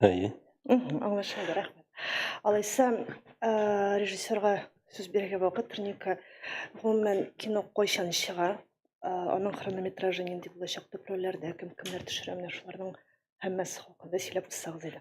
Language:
Tatar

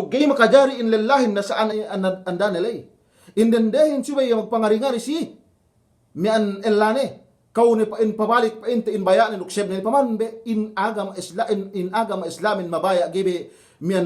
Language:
Yakan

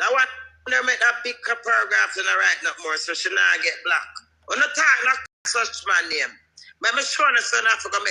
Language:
Jamaican Creole English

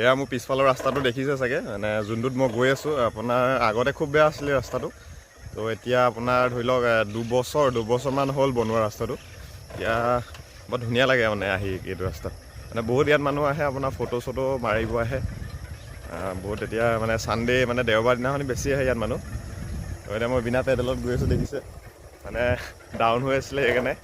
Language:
Assamese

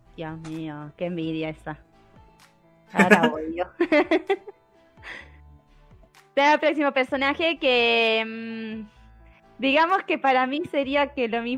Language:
Spanish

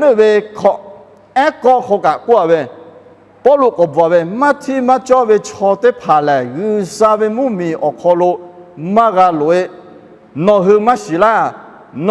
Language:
Lahu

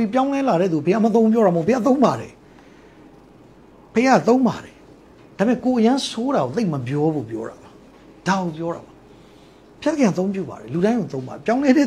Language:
Burmese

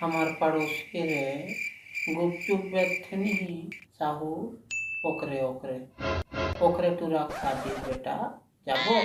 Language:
Chhattisgarhi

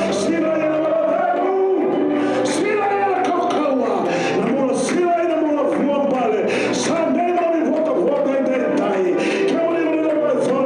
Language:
Fijian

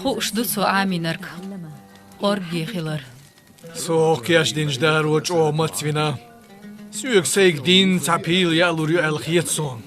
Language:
Chechen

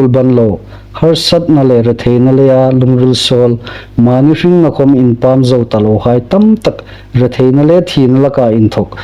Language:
Hmar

